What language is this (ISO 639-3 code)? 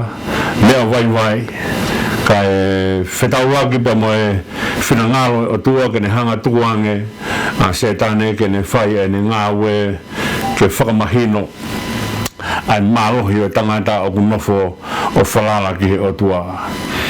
ton